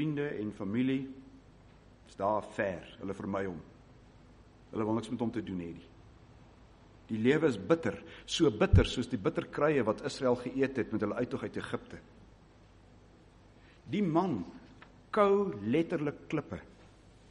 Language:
Afrikaans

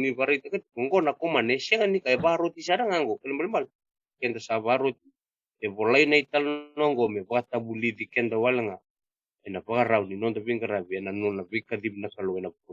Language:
Fijian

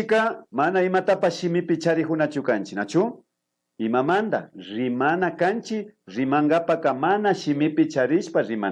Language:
Imbabura Highland Quichua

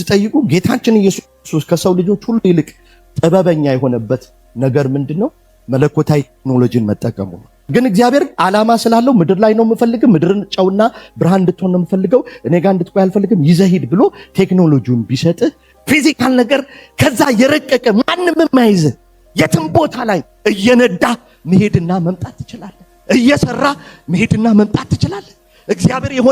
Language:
Amharic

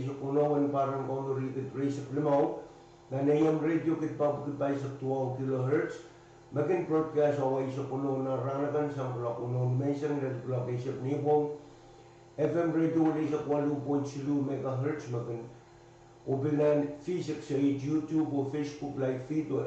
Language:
Pohnpeian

